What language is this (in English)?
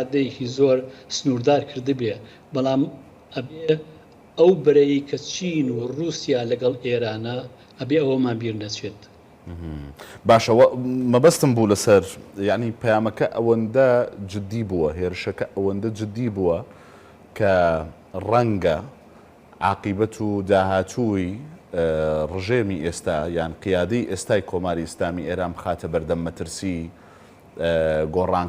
Central Kurdish